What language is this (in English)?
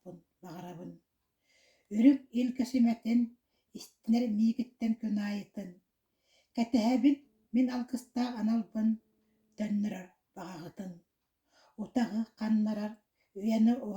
Yakut